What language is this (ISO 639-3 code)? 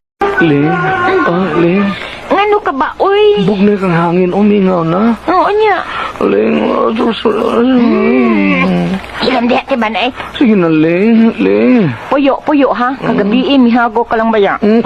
ceb